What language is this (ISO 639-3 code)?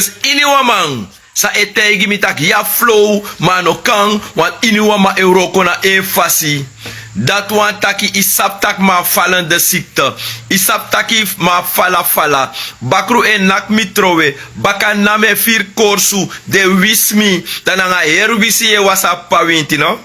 srn